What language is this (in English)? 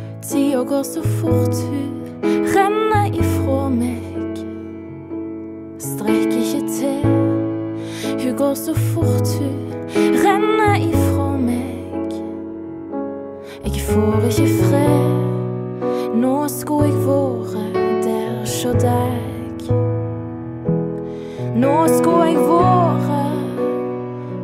Norwegian